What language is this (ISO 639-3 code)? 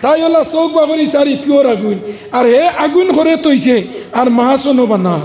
syl